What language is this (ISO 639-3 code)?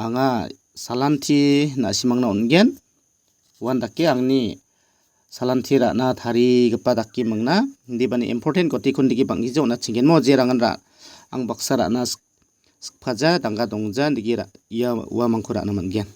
grt